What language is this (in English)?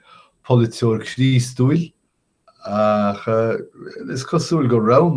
Irish